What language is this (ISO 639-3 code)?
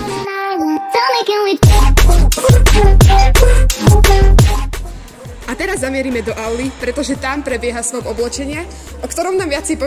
slk